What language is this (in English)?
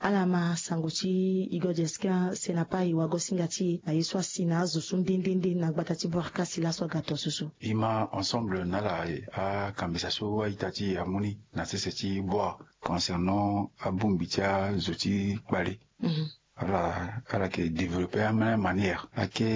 Sango